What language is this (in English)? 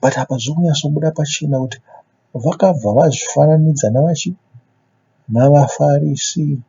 Shona